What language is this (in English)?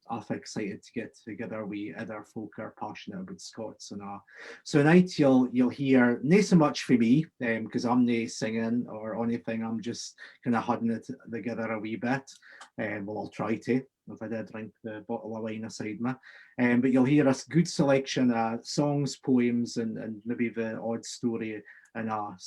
Scots